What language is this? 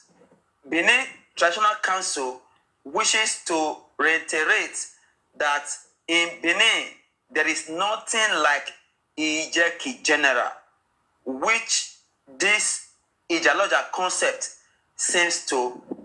Nigerian Pidgin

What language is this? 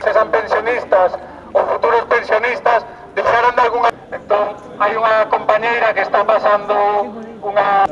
Galician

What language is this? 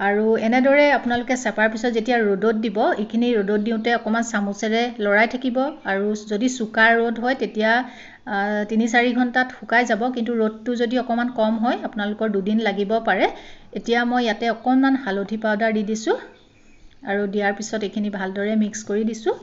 Assamese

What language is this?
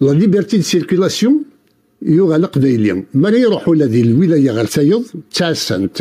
Kabyle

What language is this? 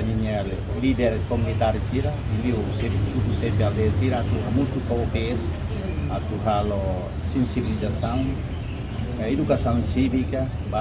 Tetum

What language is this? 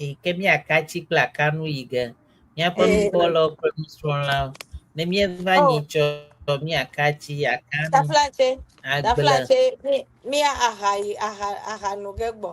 Ewe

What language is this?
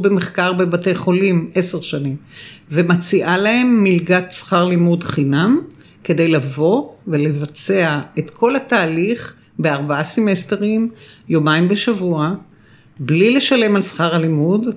Hebrew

